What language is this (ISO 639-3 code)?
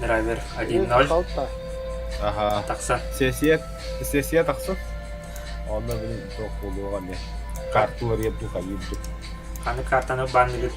sah